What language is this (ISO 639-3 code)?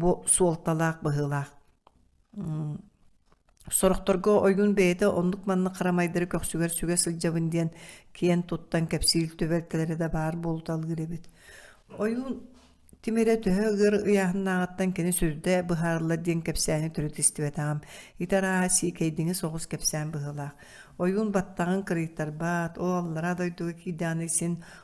sah